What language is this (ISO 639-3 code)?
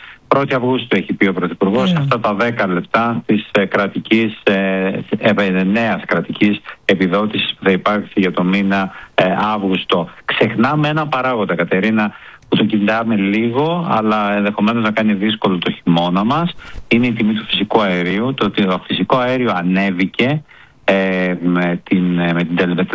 ell